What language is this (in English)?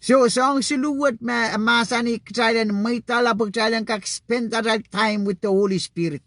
Pohnpeian